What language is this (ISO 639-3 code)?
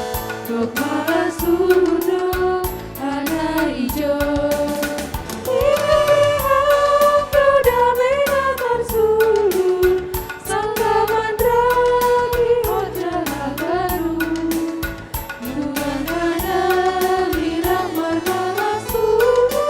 bts